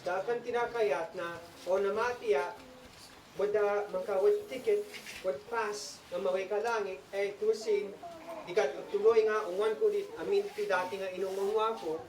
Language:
Isnag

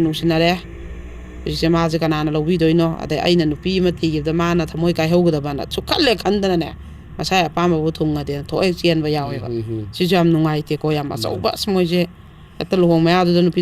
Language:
Manipuri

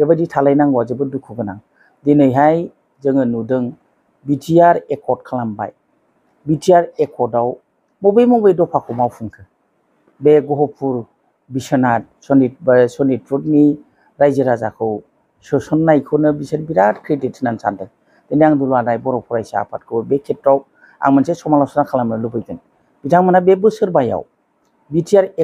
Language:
Bodo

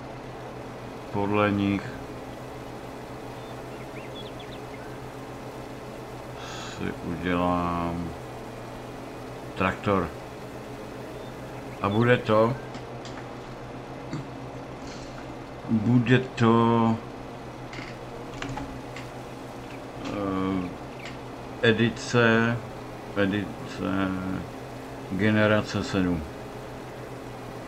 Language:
Czech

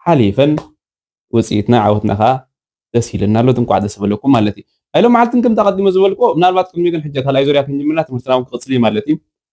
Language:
Tigrinya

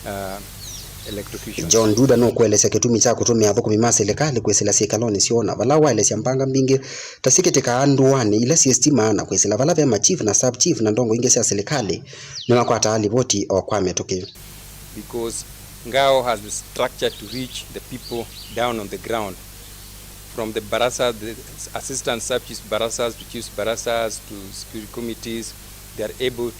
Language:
Kamba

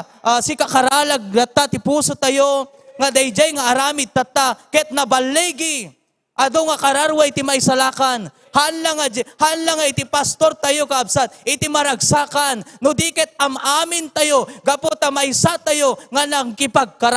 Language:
Iloko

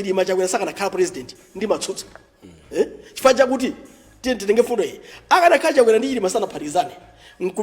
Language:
Nyanja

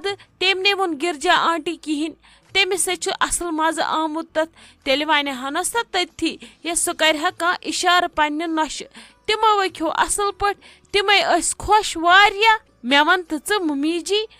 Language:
Kashmiri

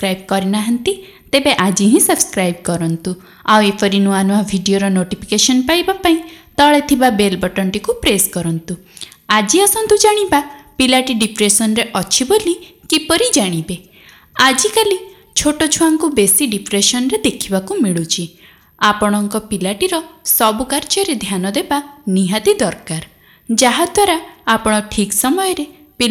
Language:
Odia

